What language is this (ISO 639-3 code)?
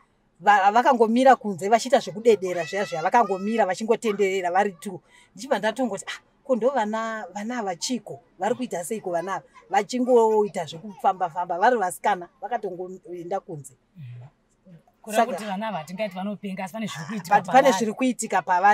sna